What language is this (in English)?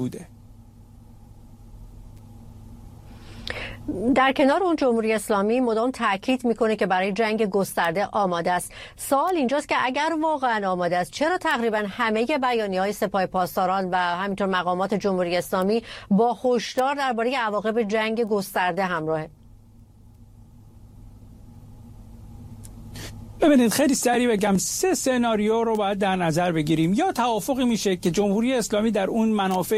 Persian